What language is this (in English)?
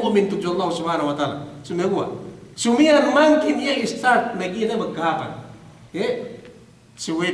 Yakan